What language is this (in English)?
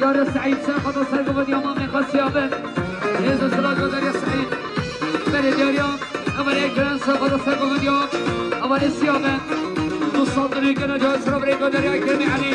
Kurdish